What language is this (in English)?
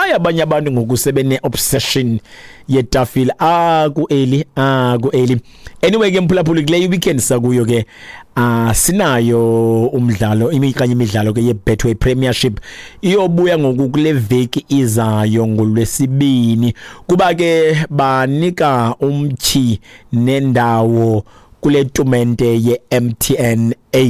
Xhosa